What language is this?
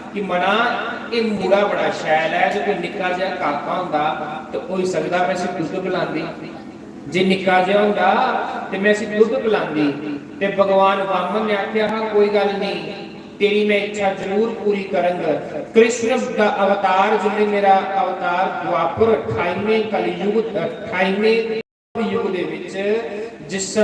Dogri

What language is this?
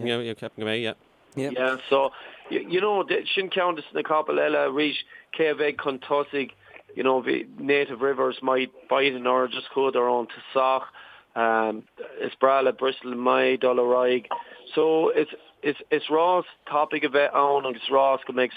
Irish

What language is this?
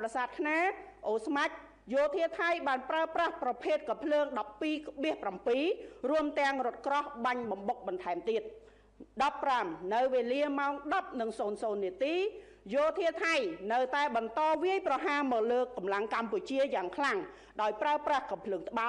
Khmer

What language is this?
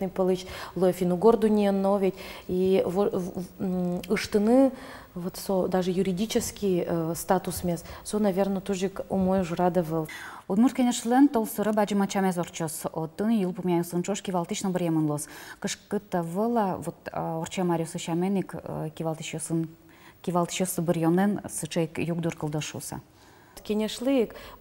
Udmurt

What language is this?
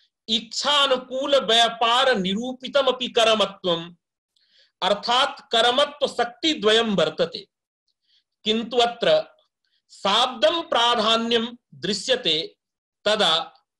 Sanskrit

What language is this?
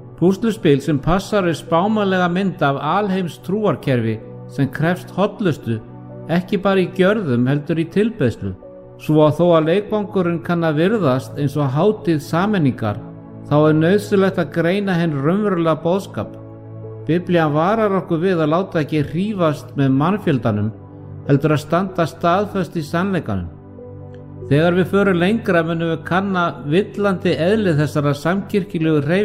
Icelandic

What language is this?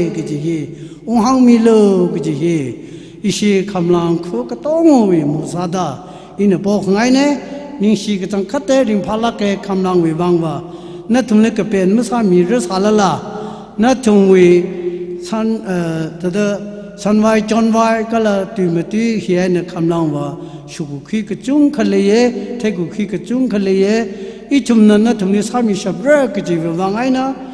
Tangkhul Naga (India)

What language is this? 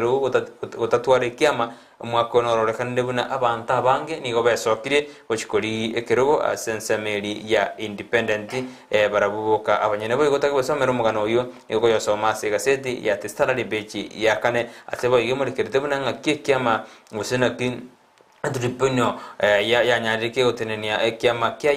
Gusii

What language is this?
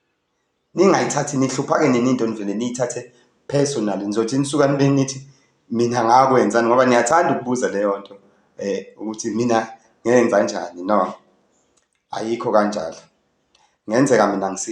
Zulu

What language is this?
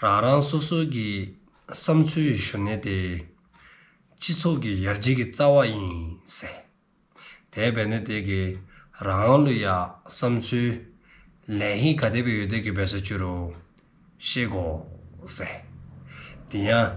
Dzongkha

